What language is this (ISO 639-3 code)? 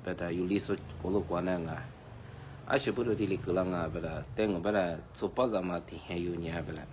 lis